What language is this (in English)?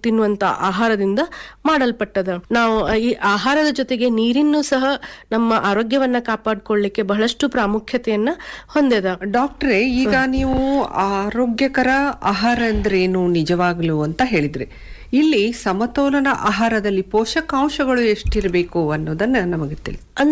Kannada